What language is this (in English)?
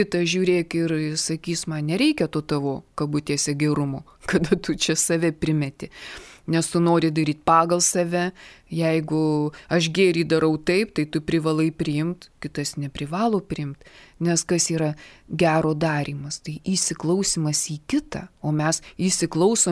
Lithuanian